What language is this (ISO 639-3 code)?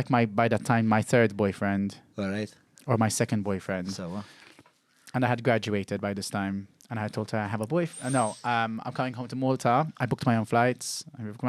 eng